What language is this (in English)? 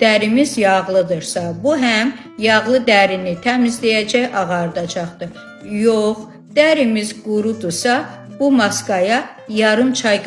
Azerbaijani